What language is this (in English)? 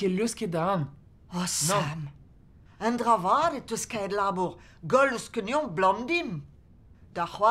Breton